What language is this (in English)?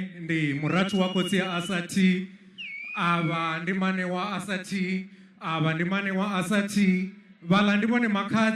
Venda